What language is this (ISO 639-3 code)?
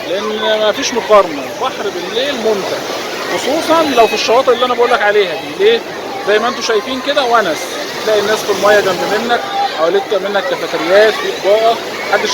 arz